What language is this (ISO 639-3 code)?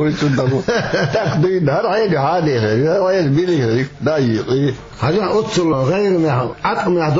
che